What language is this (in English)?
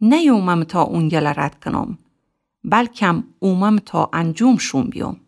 Gilaki